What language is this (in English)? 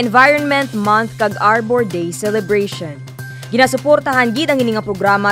Hiligaynon